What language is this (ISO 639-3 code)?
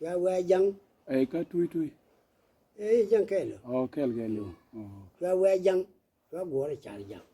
nus